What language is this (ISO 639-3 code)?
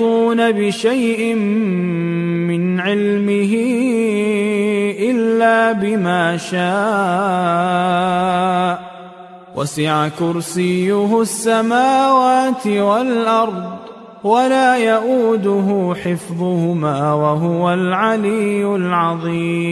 ara